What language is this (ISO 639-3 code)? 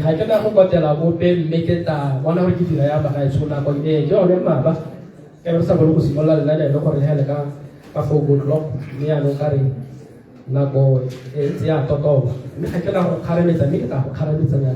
tsn